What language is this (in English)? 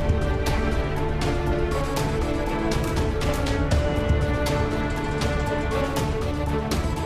Marathi